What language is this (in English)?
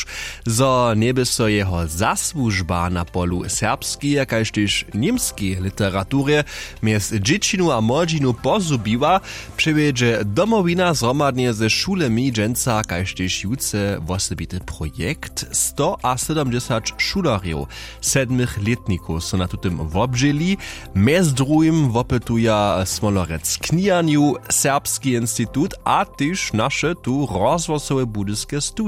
Upper Sorbian